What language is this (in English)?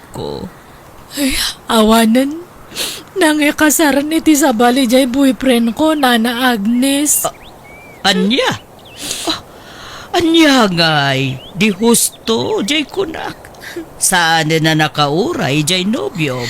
Iloko